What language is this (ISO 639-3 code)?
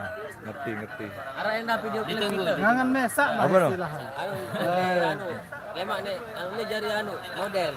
sas